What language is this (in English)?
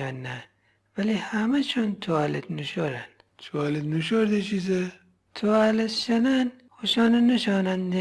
Gilaki